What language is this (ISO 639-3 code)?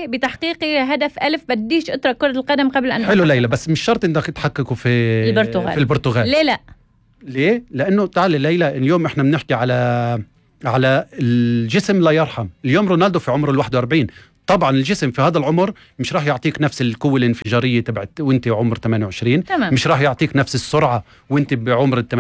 apc